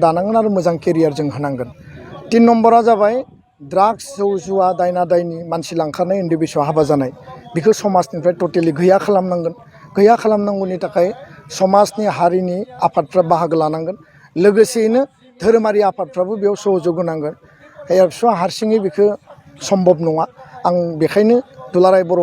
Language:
Bodo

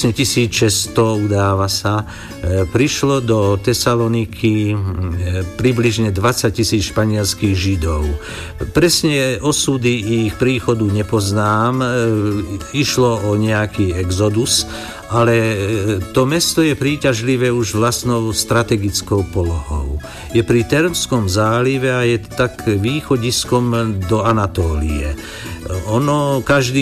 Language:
Slovak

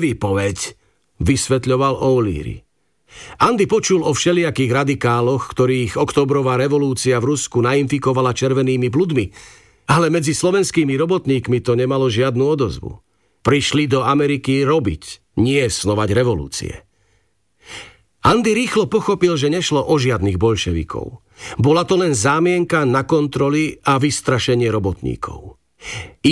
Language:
Slovak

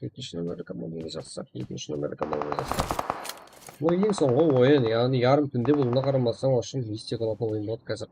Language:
Kara-Kalpak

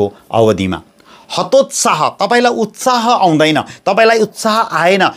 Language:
Nepali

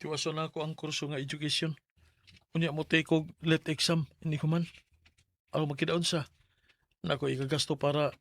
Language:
Cebuano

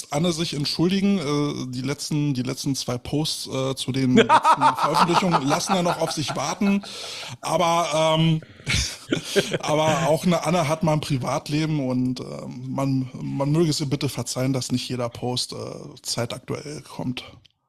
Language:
German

